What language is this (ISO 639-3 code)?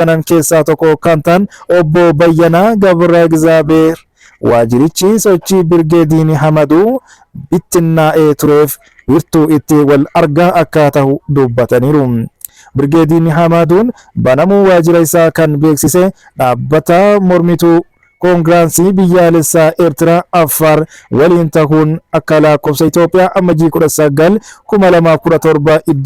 orm